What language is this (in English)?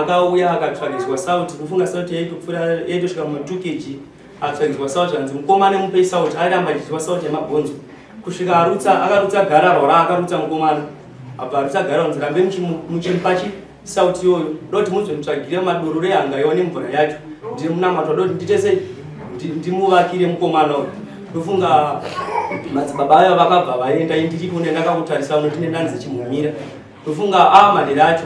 Shona